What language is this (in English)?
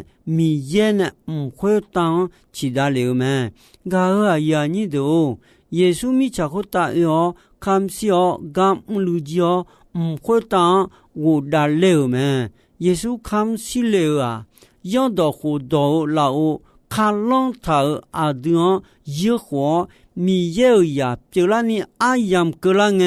Akha